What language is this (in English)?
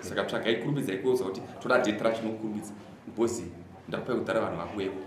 Shona